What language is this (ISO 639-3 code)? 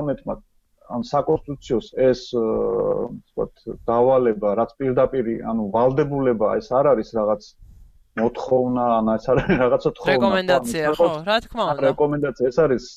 kat